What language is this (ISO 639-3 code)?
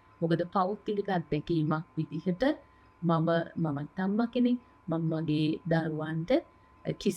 sin